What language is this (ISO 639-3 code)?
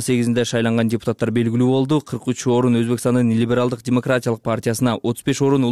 kir